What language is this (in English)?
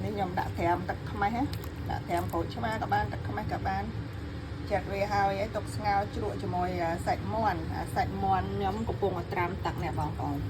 Khmer